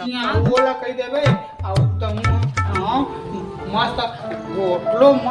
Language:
Chhattisgarhi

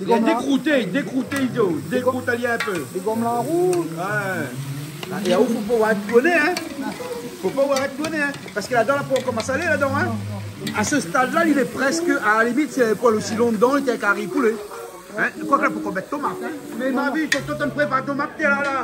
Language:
Réunion Creole French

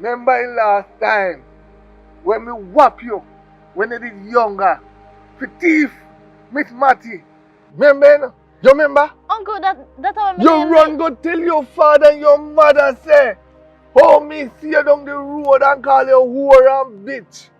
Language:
Jamaican Creole English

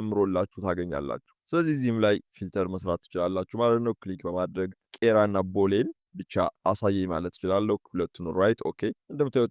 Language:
Amharic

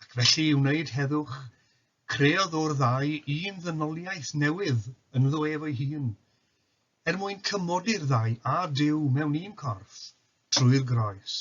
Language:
Welsh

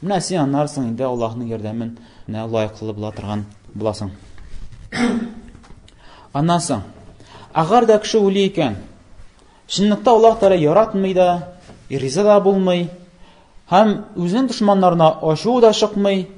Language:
Tatar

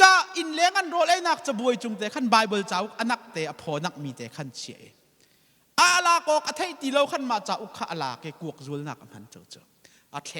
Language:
Hakha Chin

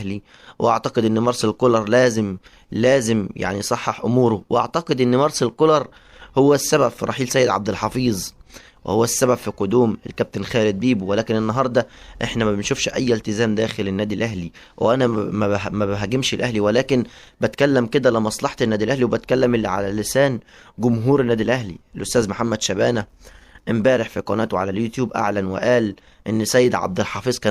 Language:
Egyptian Arabic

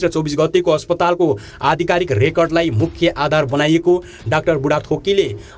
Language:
Nepali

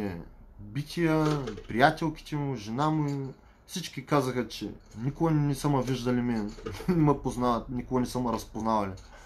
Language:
Bulgarian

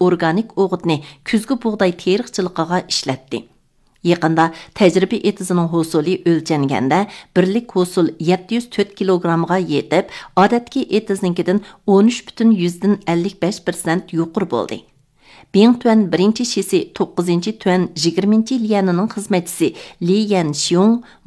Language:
Uyghur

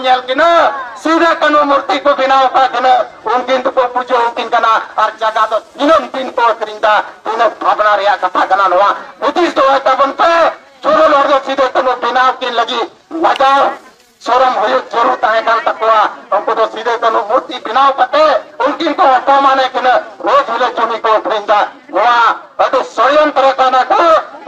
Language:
Santali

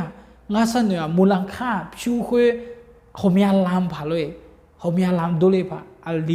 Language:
Akha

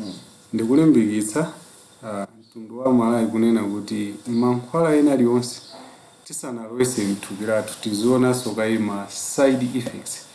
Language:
Nyanja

